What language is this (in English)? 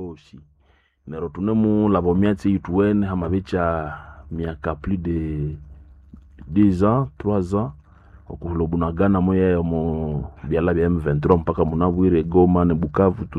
Nande